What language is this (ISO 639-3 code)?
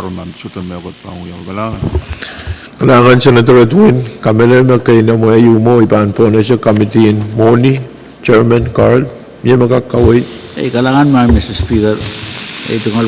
pon